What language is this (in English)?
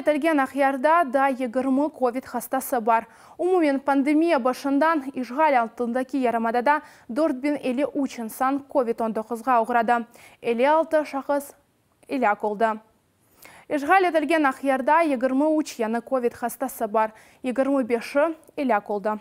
Crimean Tatar